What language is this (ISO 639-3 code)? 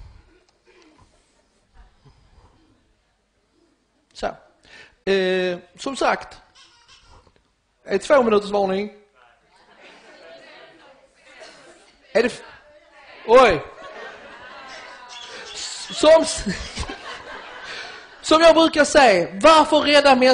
swe